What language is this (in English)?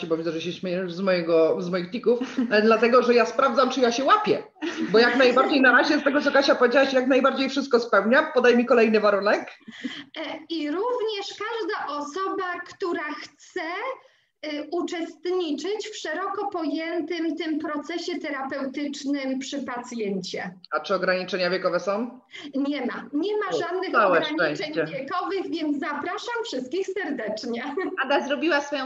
Polish